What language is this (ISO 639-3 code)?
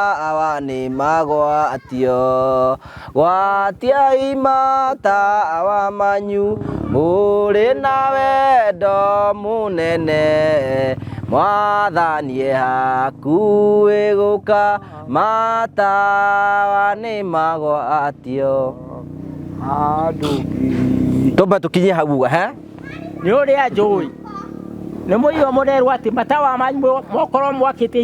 kik